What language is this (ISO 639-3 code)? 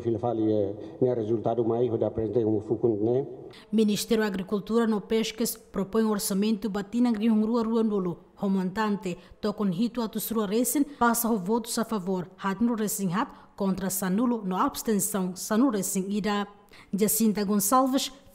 tet